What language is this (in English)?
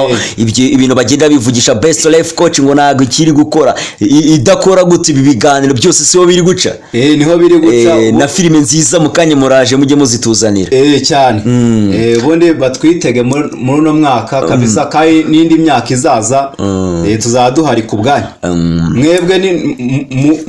Kinyarwanda